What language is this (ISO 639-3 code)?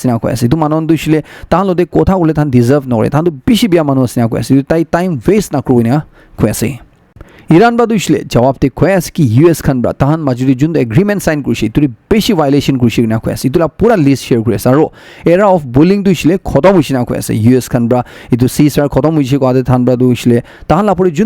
nag